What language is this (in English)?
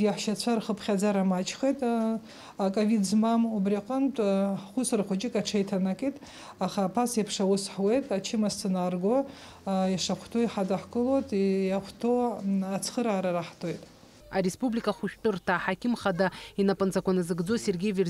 Abkhazian